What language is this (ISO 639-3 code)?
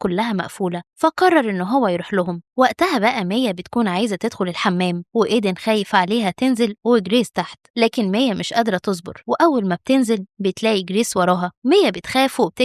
arz